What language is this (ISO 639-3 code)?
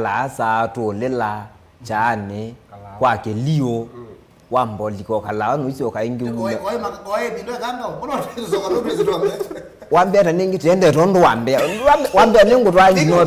kam